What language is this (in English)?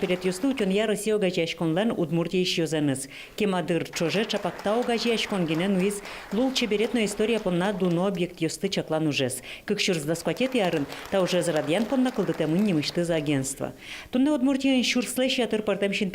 Udmurt